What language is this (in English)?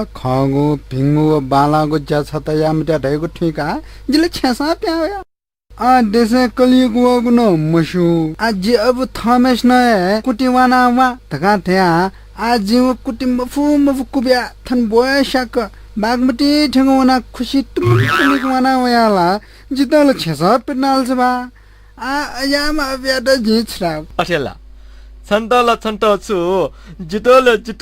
Newari